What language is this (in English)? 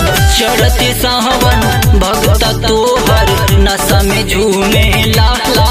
Bhojpuri